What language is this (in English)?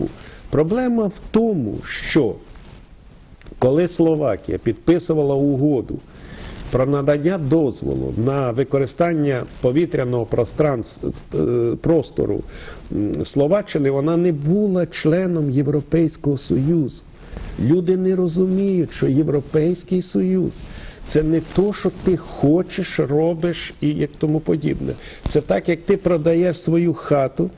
Ukrainian